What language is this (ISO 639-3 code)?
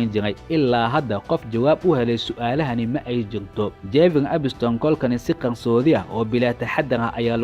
som